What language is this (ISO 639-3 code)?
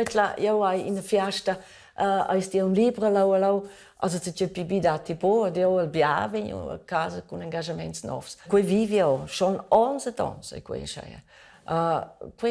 roh